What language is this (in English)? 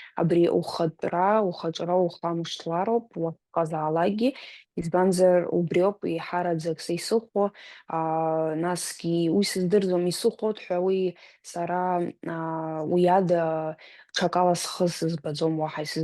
Abkhazian